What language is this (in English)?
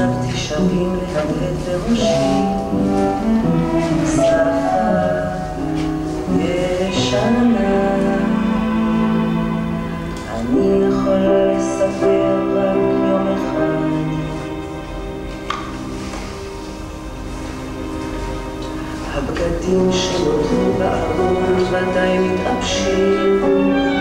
Hebrew